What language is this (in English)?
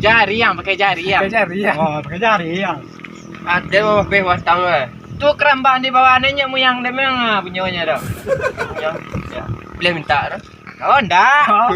Minangkabau